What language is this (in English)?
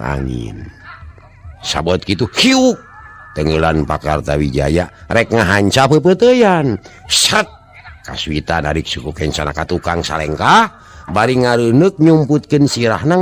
Sundanese